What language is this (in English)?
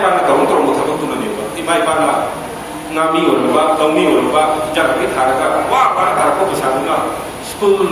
Manipuri